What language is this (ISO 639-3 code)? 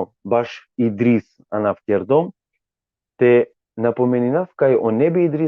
rmn